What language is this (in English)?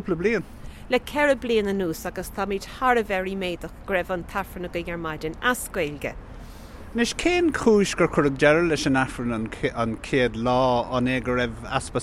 Irish